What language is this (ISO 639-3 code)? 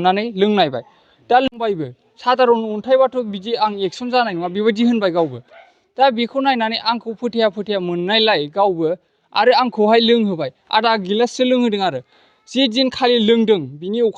brx